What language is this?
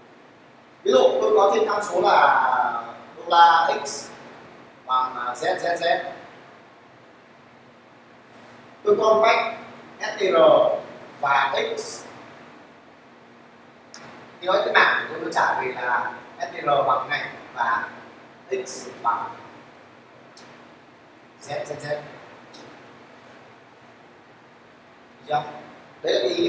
Vietnamese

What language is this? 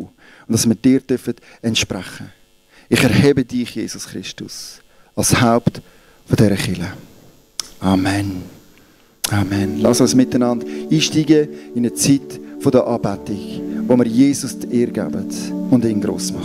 Swiss German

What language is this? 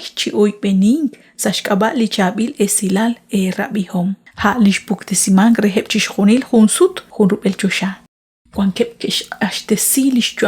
Kekchí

